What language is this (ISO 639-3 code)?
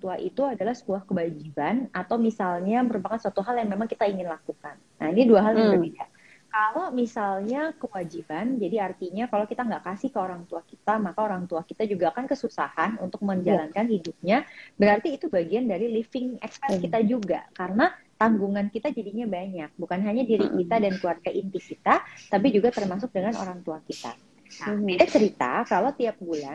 ind